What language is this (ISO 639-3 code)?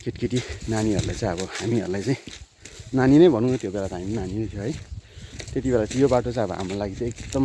nep